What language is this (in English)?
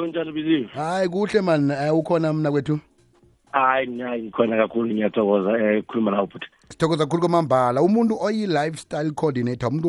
South Ndebele